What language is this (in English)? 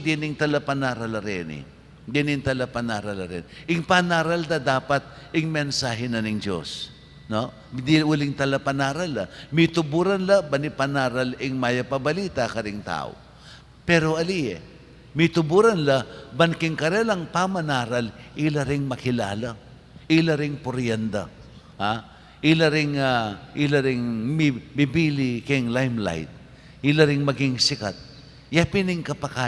Pampanga